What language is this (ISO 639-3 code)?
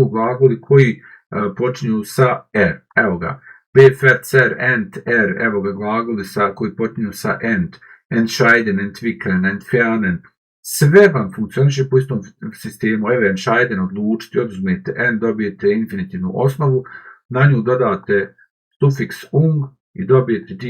bos